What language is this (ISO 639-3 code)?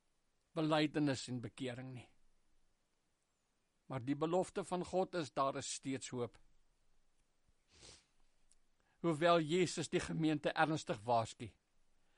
afr